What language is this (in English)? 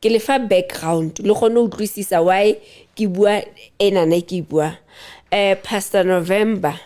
Southern Sotho